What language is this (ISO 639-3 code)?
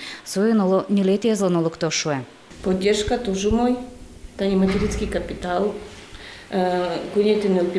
udm